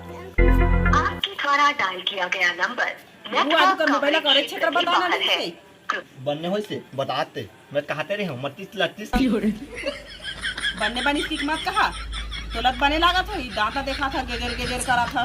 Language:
Chhattisgarhi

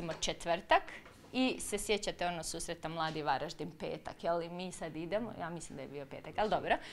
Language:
Croatian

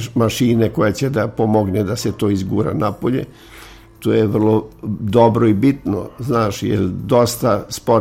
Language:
Serbian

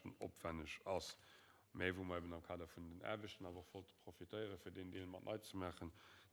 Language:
Luxembourgish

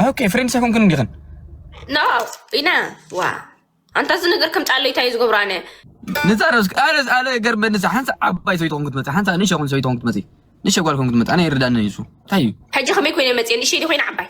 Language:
Tigrinya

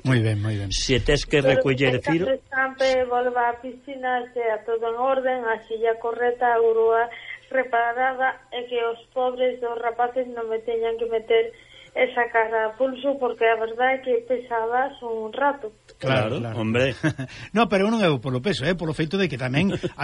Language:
Galician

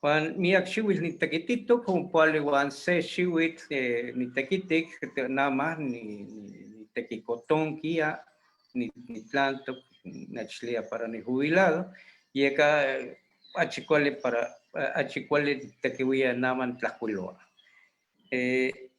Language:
Eastern Huasteca Nahuatl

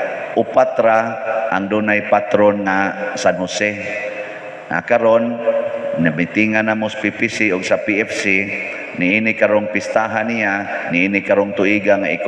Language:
Cebuano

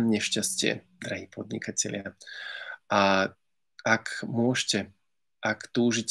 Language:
Slovak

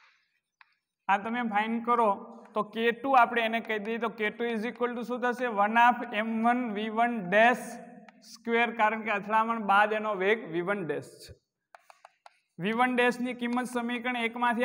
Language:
Gujarati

